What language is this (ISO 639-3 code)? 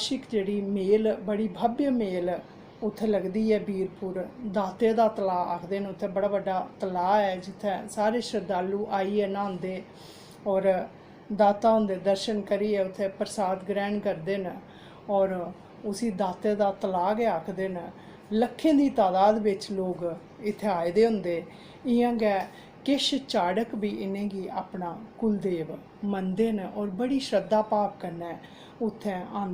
doi